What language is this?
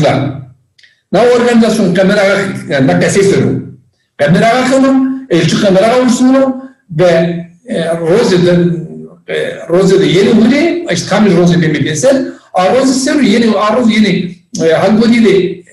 Zaza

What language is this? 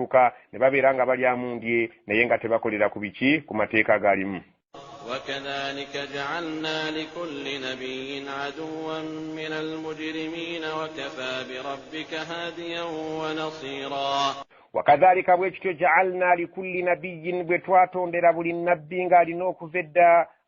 Ganda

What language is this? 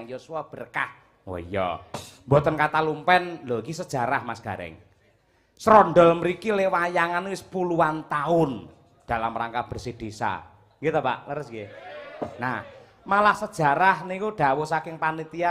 Javanese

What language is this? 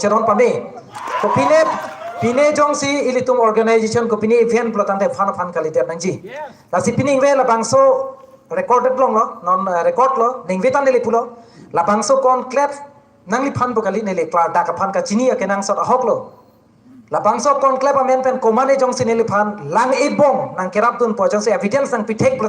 Karbi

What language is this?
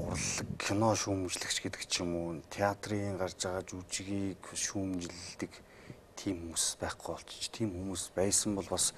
Mongolian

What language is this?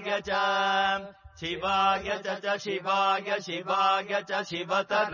Sanskrit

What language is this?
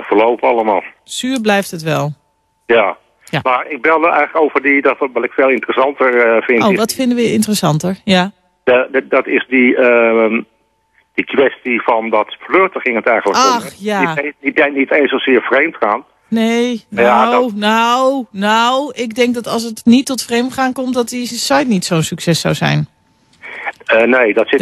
Dutch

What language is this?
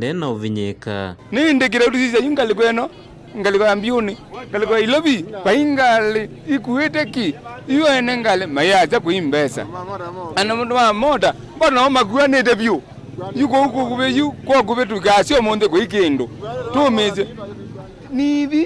Kamba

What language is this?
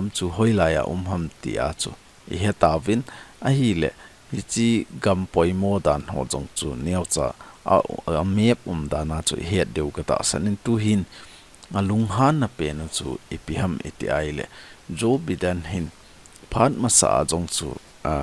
Thado Chin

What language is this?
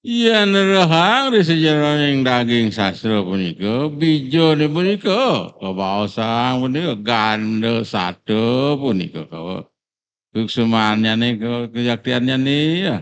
Balinese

